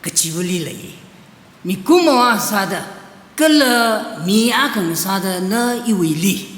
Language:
Tangkhul Naga (India)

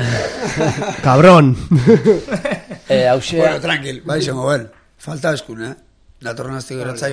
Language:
Basque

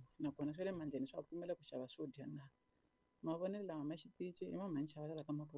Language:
Tsonga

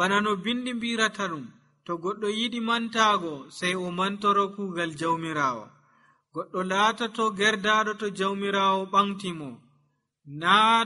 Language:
Nigerian Fulfulde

